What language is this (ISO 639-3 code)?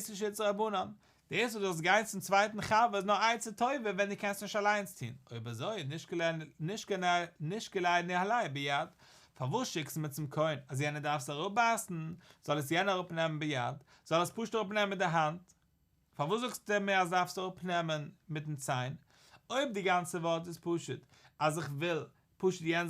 yid